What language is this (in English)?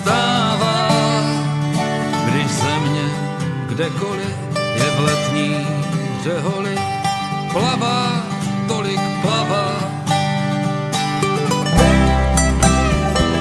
Czech